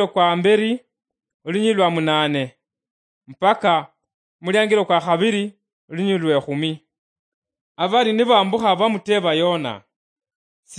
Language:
Luyia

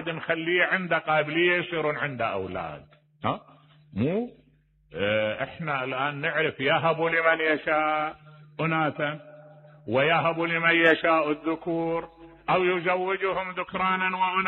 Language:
Mesopotamian Arabic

